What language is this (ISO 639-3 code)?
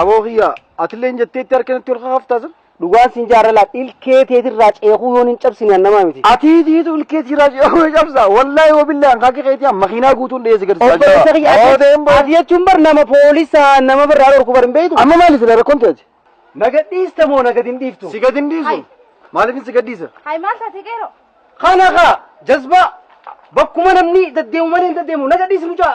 orm